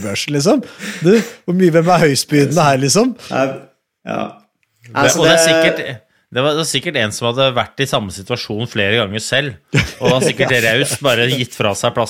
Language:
Norwegian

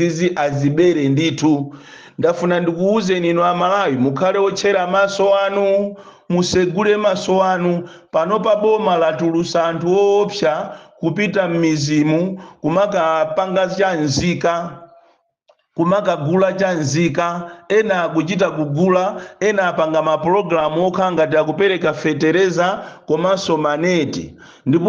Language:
Nyanja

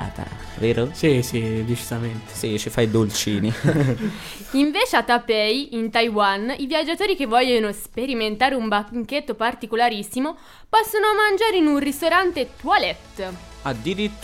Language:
Italian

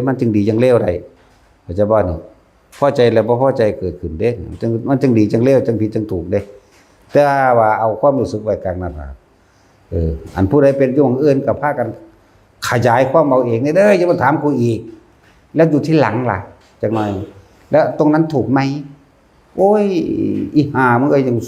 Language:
Northeastern Thai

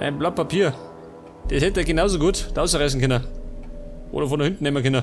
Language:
Bavarian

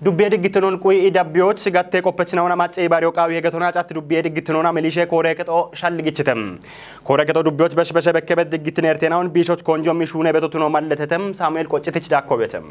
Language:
Kafa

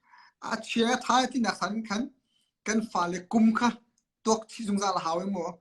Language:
Hakha Chin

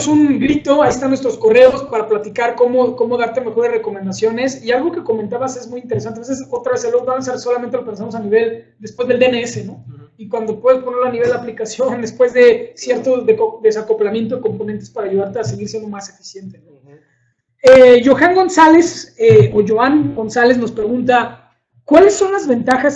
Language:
Spanish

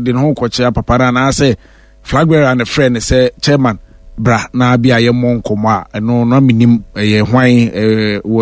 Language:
Akan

